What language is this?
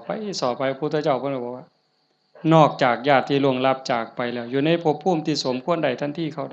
Lao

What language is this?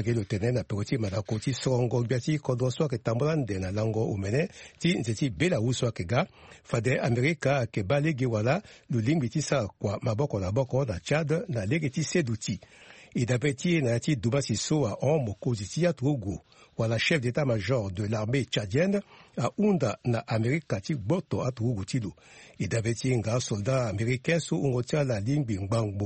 Sango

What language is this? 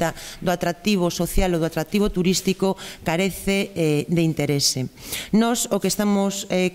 Galician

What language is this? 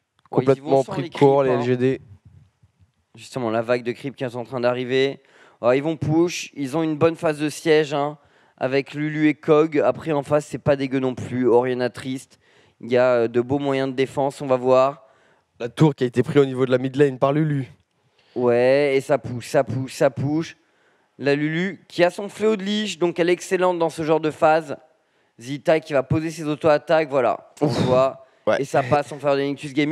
French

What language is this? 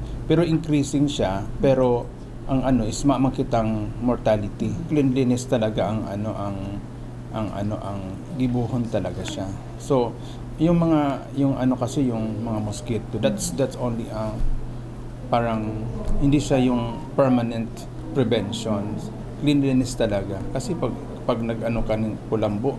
Bikol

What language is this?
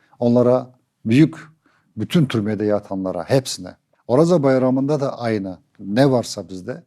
Crimean Tatar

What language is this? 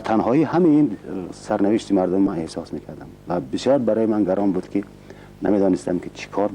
Tajik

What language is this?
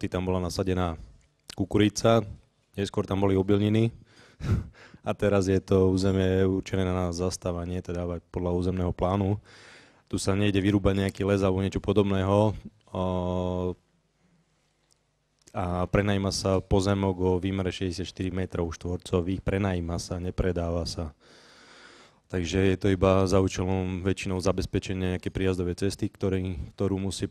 Slovak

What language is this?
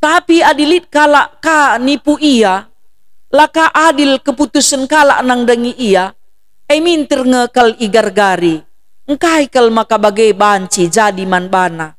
Batak Karo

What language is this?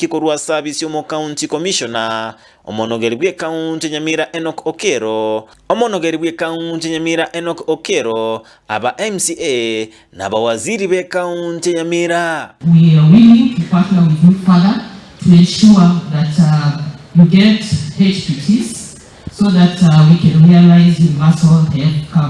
Gusii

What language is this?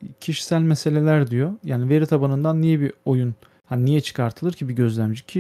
Turkish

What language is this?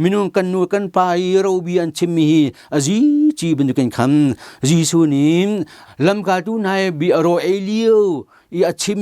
Hakha Chin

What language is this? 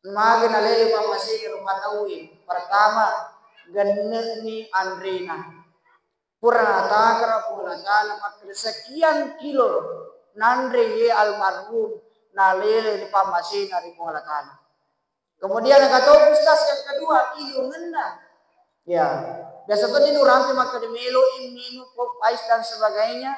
Buginese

